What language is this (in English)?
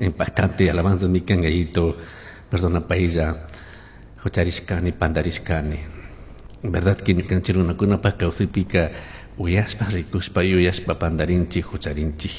Chimborazo Highland Quichua